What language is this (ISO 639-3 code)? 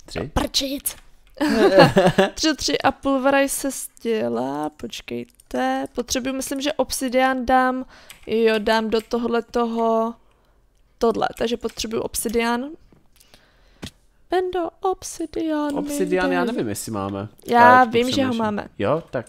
ces